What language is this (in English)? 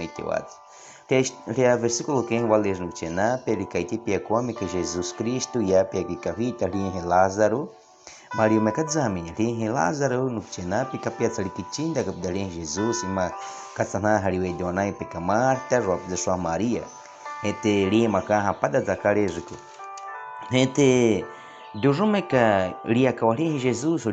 Baniwa